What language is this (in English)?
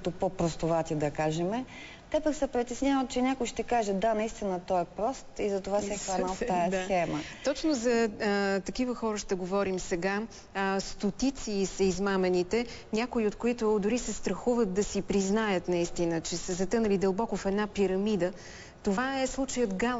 Bulgarian